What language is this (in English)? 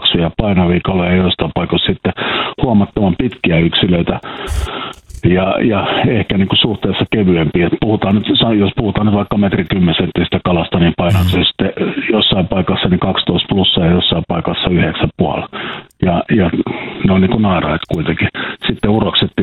Finnish